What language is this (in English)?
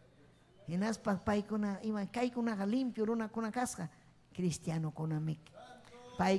Ayacucho Quechua